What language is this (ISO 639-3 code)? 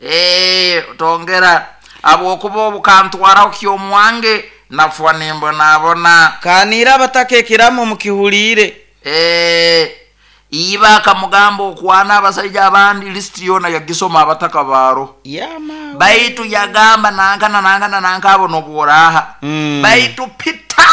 nyo